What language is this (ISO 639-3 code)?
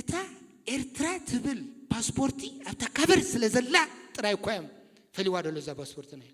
tir